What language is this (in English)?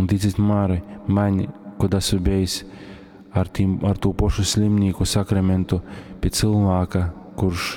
Latgalian